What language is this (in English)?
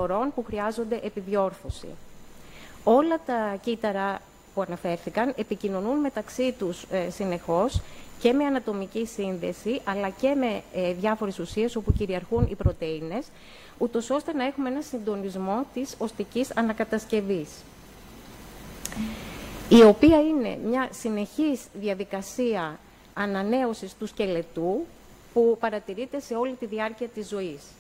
Greek